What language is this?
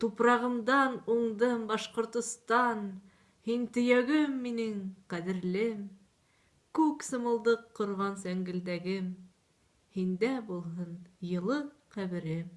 Bashkir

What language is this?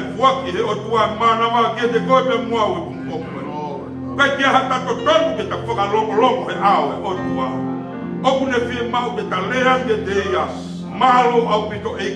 Tongan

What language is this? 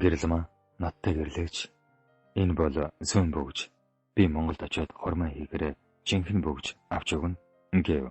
Mongolian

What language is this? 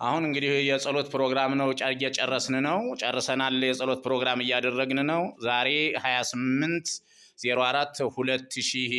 Amharic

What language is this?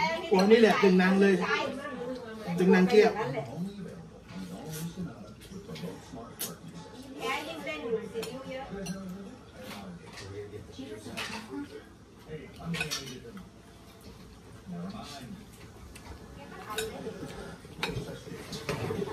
Thai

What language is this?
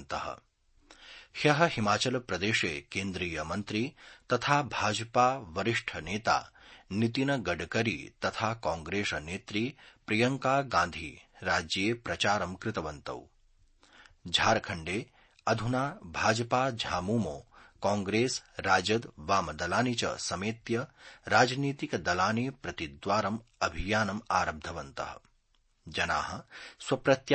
Sanskrit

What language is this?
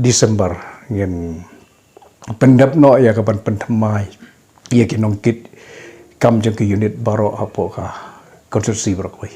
Khasi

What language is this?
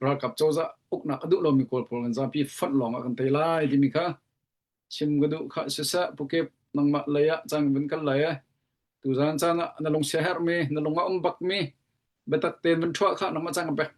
Hakha Chin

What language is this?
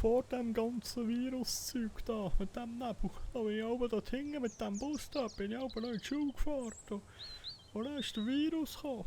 Swiss German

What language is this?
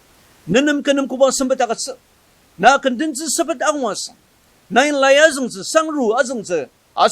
Ao Naga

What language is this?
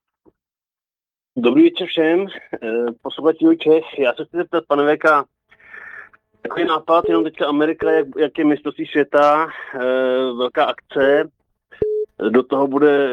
Czech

